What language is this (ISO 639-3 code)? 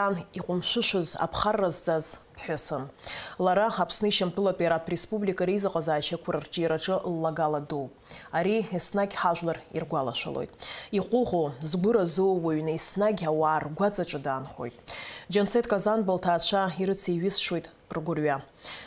abk